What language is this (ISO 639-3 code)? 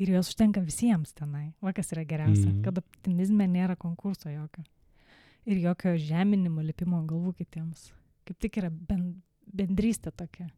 lit